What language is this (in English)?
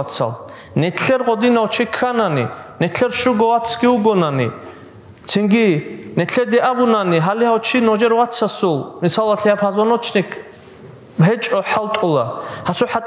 Avaric